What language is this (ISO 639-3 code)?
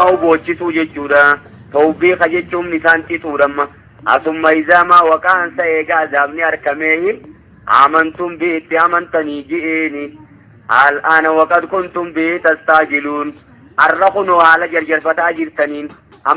orm